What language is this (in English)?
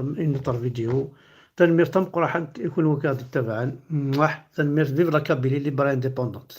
Kabyle